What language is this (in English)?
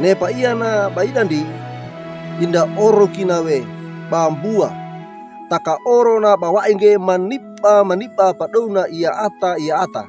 Wejewa